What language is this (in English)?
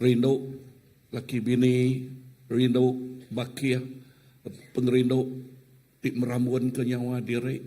Iban